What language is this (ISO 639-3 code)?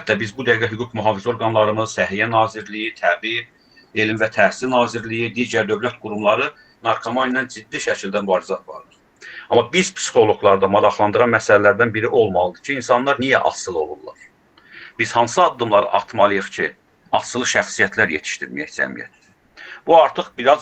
aze